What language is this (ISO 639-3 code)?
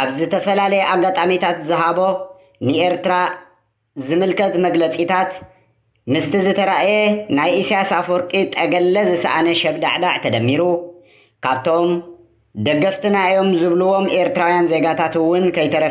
tir